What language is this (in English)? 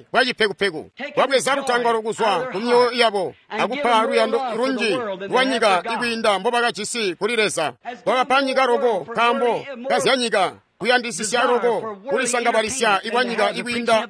Tonga (Zambia)